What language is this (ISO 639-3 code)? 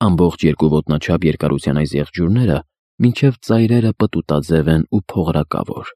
hye